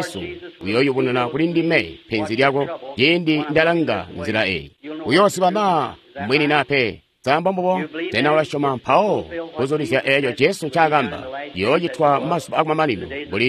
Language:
Tonga (Zambia)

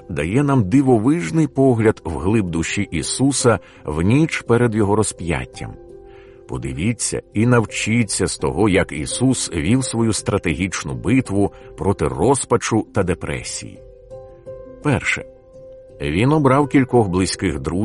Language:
Ukrainian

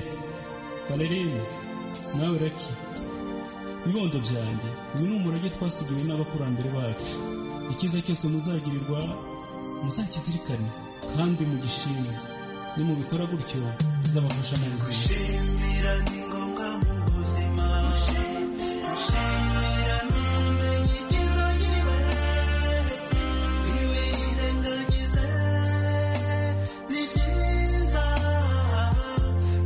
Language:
Kinyarwanda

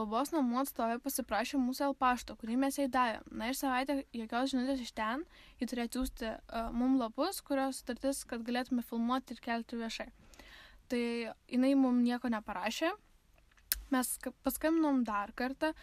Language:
Lithuanian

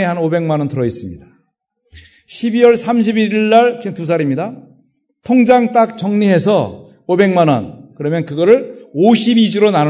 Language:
Korean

